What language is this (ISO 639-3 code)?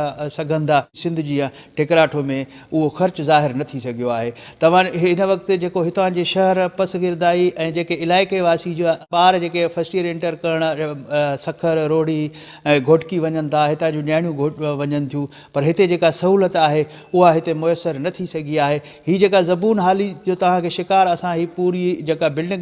snd